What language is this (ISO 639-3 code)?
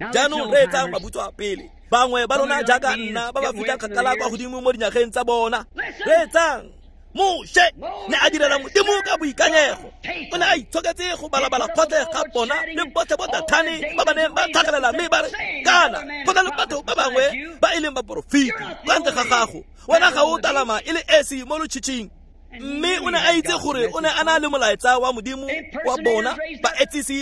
tsn